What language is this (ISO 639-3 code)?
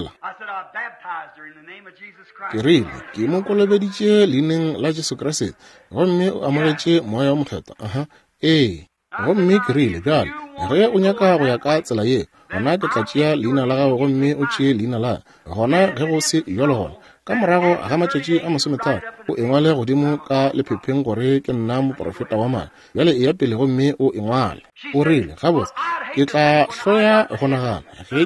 nso